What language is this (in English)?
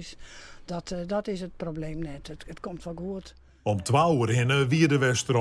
Western Frisian